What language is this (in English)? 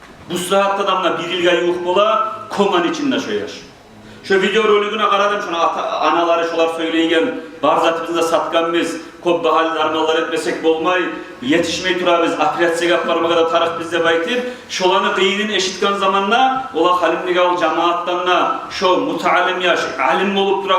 Kumyk